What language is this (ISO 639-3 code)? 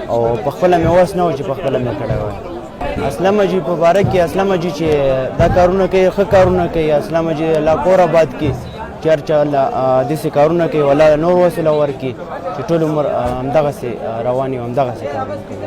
pus